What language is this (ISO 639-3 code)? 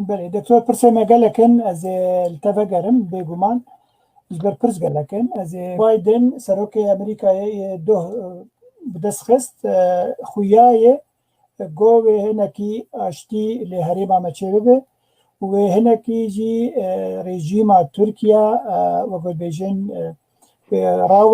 kur